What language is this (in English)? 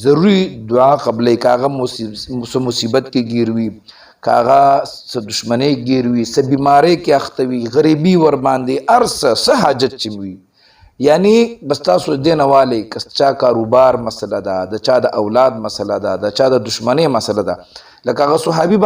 Pashto